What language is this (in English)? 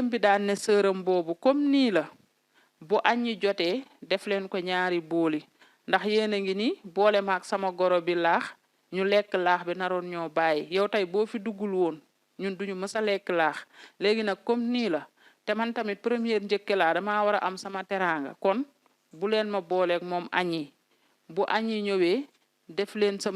Wolof